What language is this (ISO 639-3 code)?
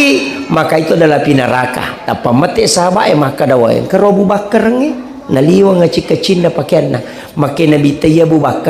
bug